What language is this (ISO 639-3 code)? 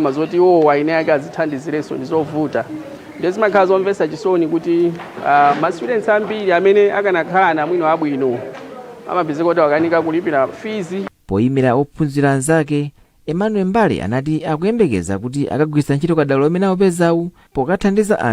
nya